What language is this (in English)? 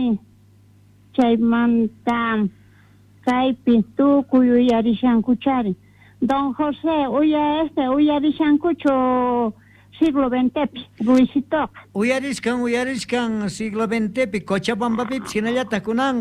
Quechua